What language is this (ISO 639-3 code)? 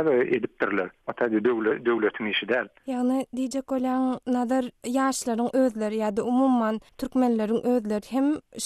tuk